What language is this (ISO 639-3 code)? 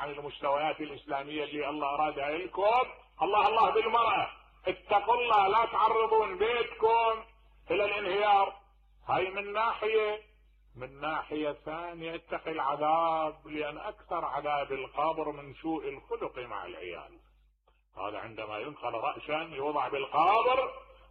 acm